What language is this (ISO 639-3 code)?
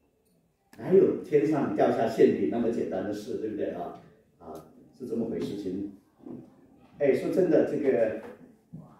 zho